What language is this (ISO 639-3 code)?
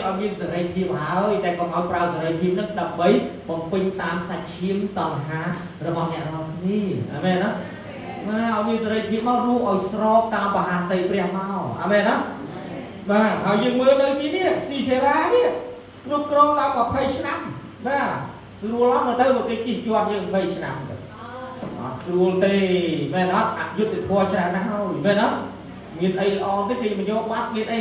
khm